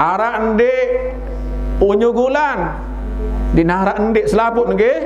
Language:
Sasak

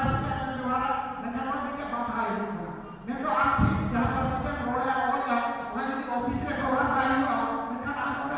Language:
Santali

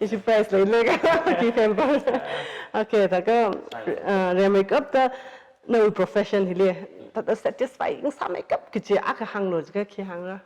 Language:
Tangkhul Naga (India)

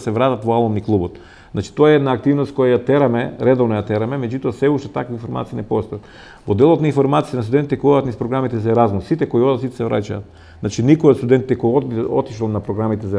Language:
Macedonian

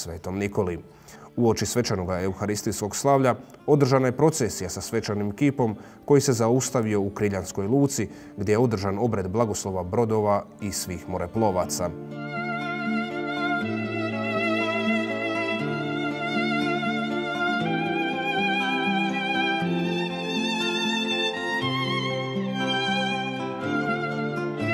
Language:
Croatian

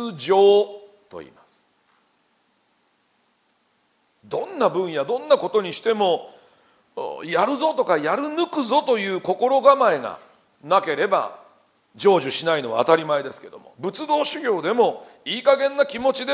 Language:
Japanese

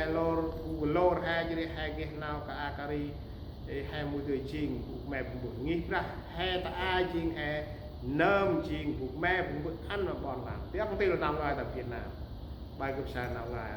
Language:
Central Mnong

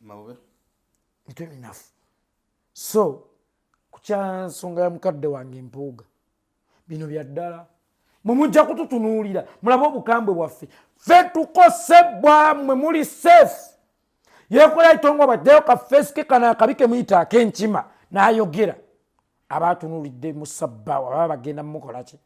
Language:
Ganda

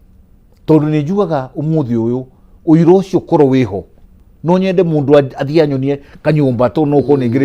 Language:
Kikuyu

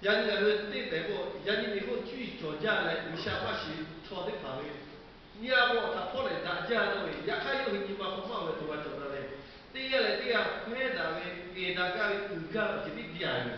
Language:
Lahu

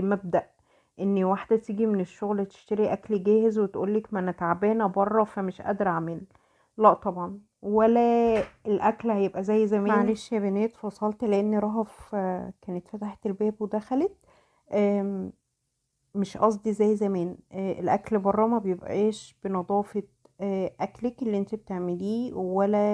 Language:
Egyptian Arabic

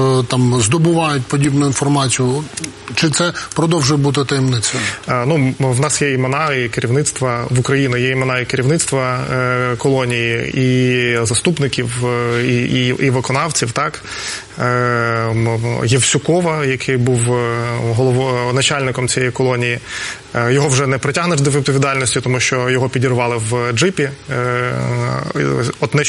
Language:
Ukrainian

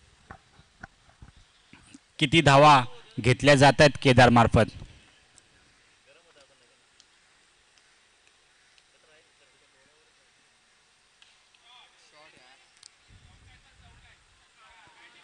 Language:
Marathi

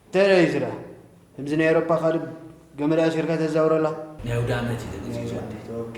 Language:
Tigrinya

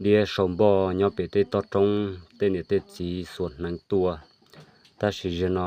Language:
Hmong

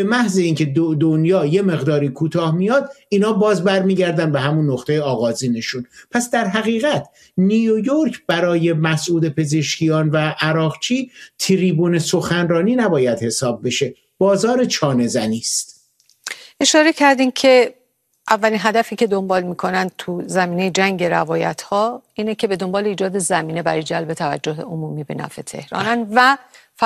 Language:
Persian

